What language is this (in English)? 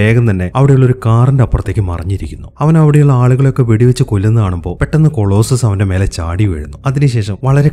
Malayalam